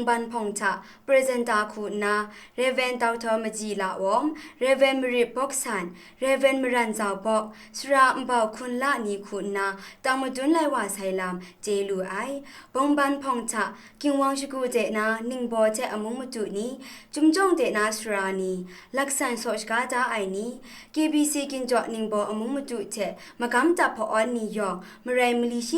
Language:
Kachin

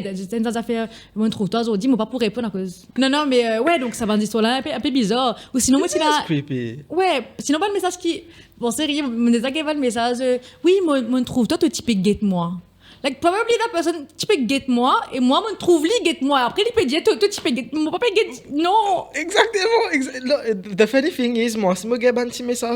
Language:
Morisyen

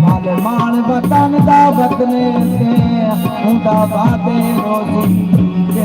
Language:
Saraiki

